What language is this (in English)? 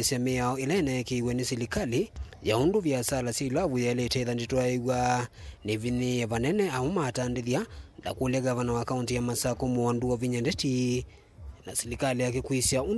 Kamba